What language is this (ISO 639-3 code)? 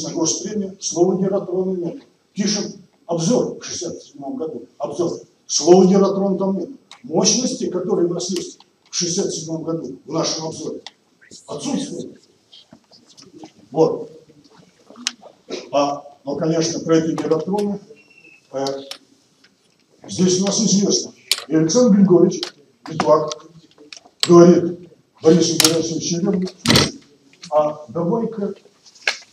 rus